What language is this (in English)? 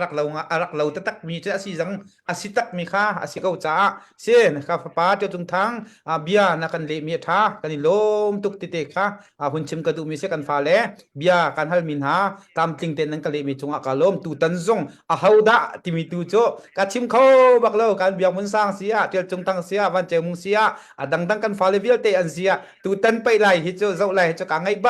Hakha Chin